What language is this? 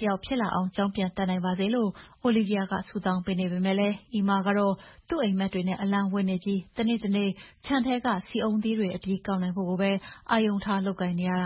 Burmese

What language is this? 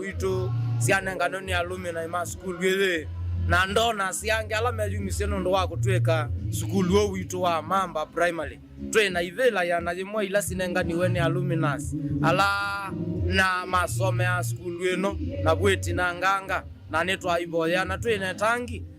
Kamba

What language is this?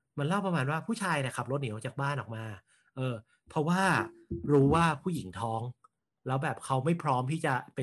Thai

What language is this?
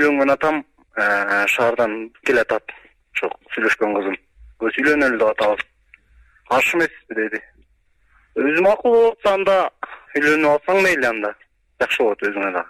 Kyrgyz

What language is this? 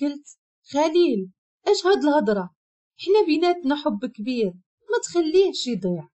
Moroccan Arabic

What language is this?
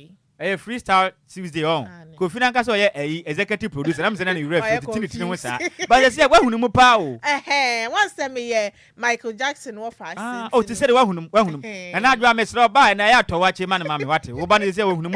Akan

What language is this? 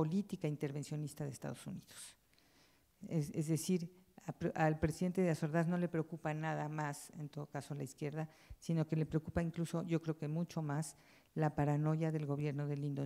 Spanish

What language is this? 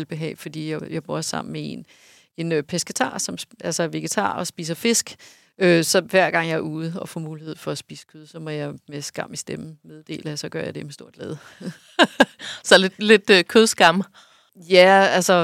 Danish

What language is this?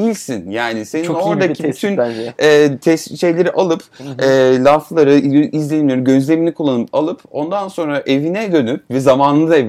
Turkish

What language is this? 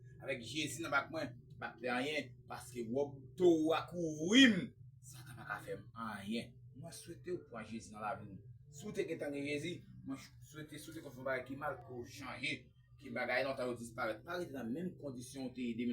Haitian Creole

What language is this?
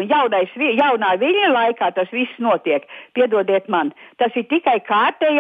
Latvian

